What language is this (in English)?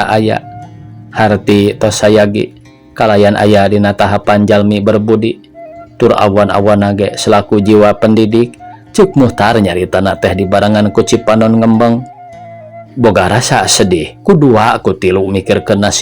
Sundanese